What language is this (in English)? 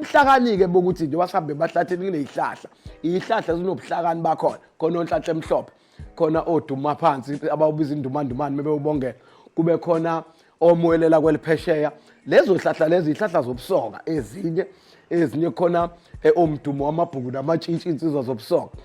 Zulu